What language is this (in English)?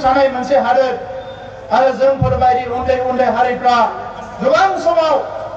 Bodo